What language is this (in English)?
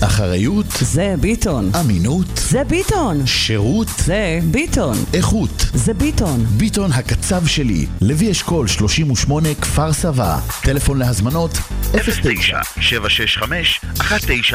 Hebrew